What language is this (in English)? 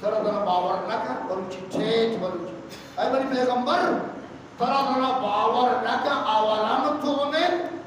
Eastern Balochi